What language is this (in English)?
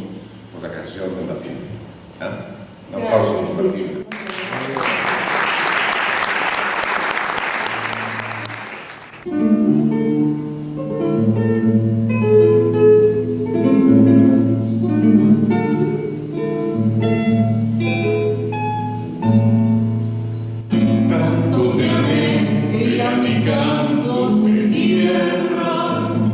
Spanish